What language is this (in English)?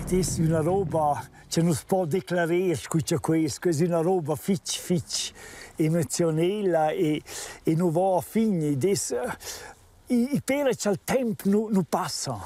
Romansh